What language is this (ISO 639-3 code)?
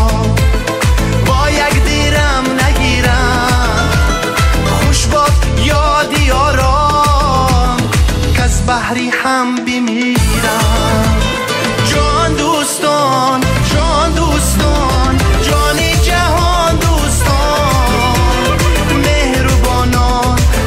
fas